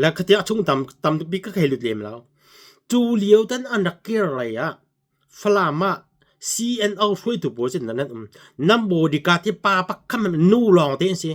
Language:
Hakha Chin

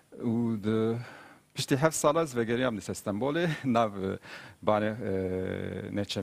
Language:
Kurdish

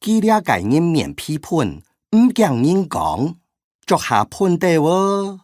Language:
Hakka Chinese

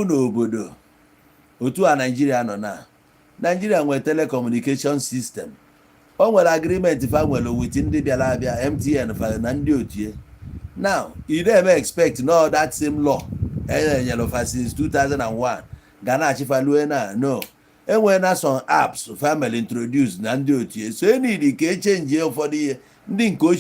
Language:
Igbo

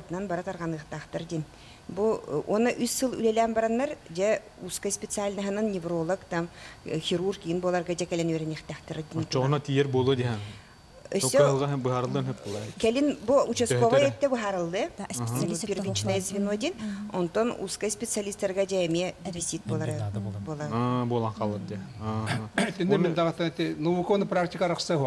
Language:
Yakut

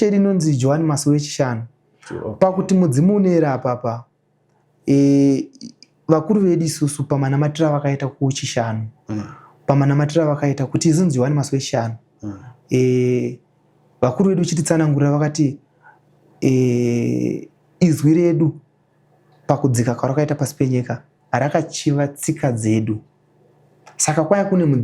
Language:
Shona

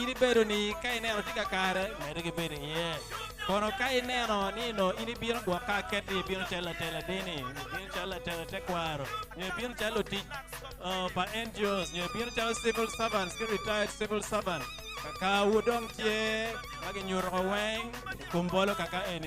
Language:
Acoli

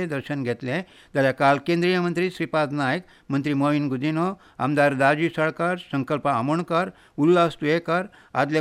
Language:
Konkani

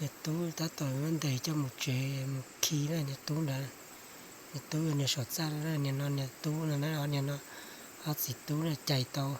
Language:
Hmong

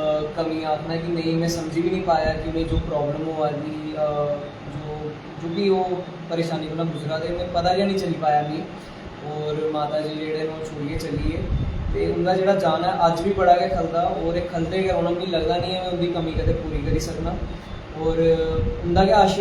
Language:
Dogri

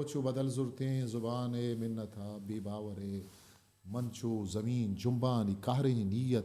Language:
Eastern Balochi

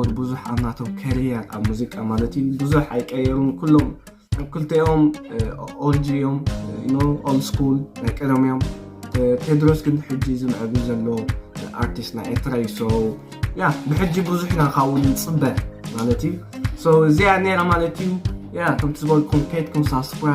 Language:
Tigrinya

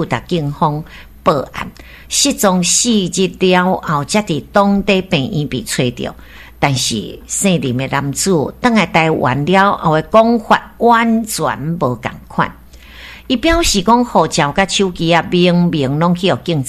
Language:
Min Nan Chinese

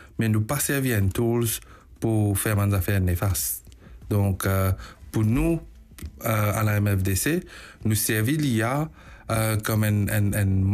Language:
Morisyen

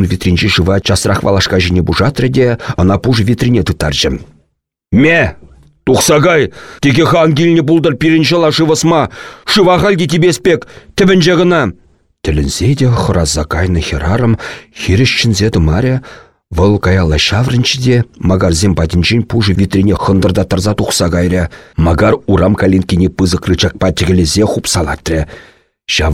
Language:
Chuvash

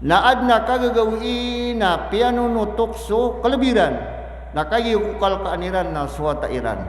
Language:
Maranao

